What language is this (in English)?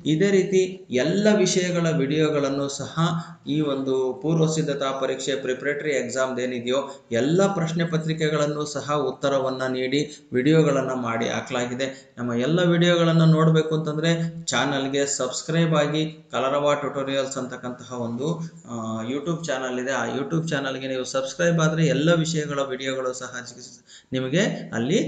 Kannada